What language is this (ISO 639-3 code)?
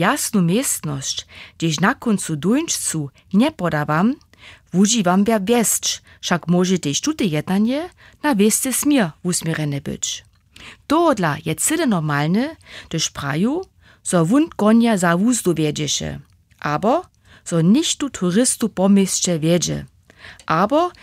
hsb